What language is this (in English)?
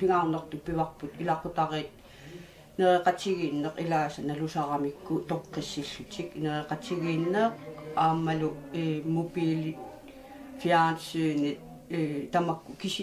Kalaallisut